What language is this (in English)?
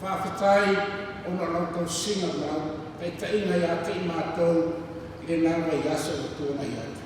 Samoan